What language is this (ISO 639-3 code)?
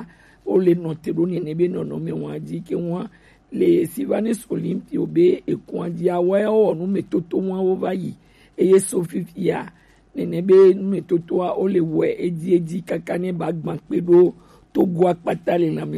gej